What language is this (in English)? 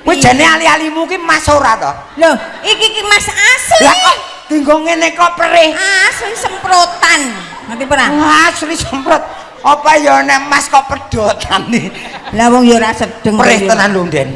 Javanese